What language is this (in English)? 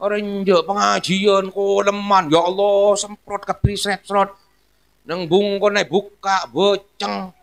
Madurese